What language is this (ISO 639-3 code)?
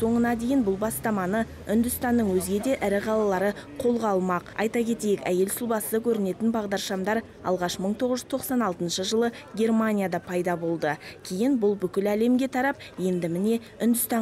kaz